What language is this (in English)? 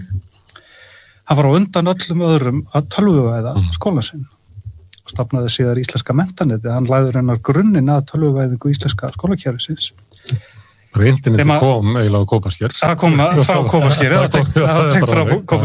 Icelandic